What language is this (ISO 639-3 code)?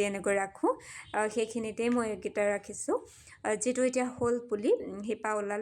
asm